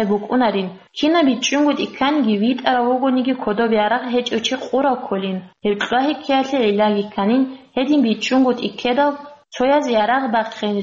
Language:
Avaric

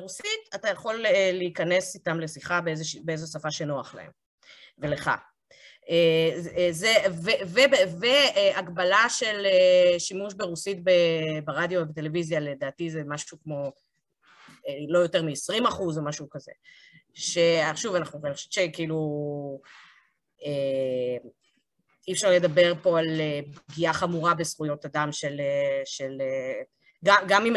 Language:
Hebrew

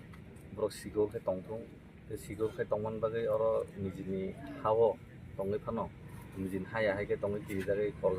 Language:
Kok Borok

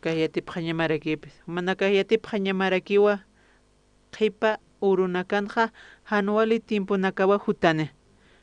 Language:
Aymara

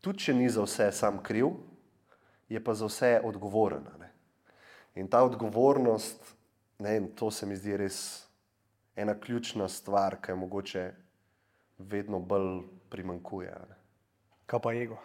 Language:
Slovenian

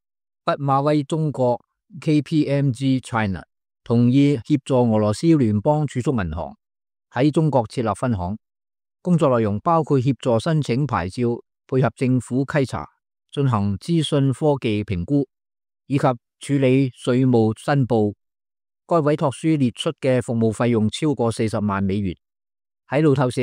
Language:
Cantonese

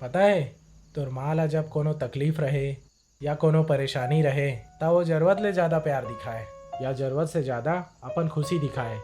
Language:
Chhattisgarhi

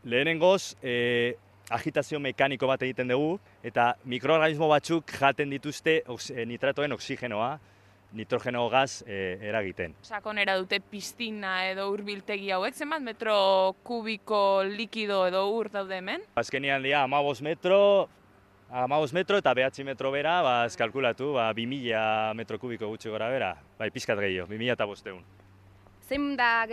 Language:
Basque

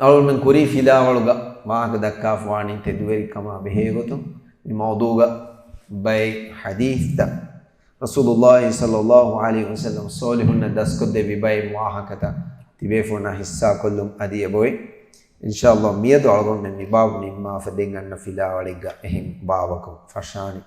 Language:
Divehi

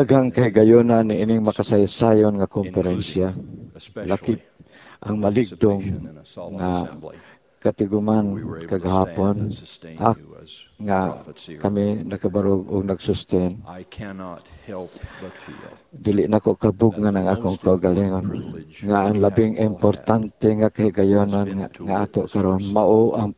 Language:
Cebuano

